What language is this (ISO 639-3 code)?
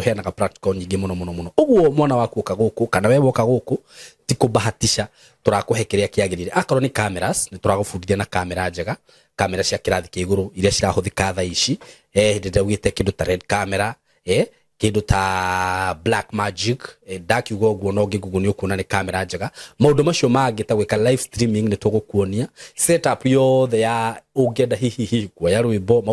kik